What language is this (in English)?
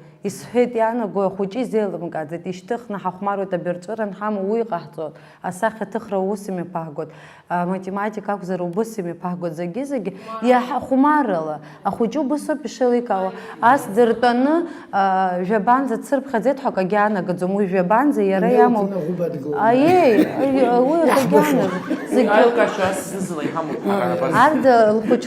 Abkhazian